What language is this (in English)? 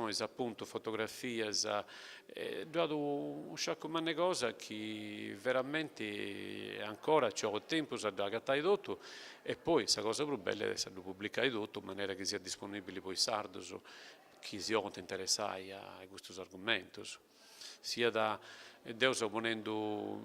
Sardinian